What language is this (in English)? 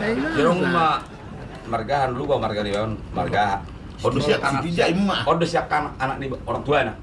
Batak Toba